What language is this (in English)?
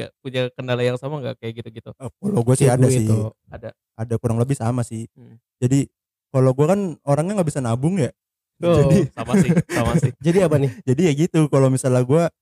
Indonesian